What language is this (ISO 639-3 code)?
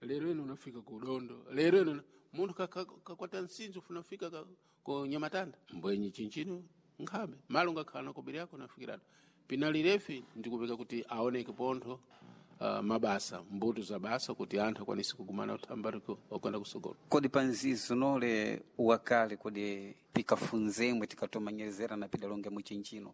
seh